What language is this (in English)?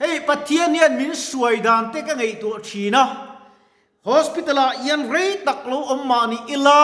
Mizo